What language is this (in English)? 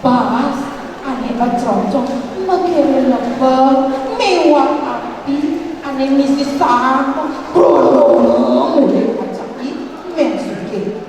Balinese